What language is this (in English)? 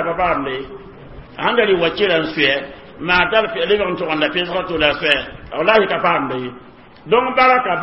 Mossi